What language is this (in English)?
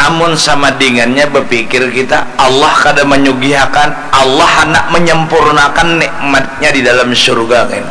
Banjar